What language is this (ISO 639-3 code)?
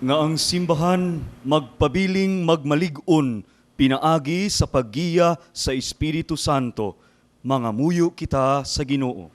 ceb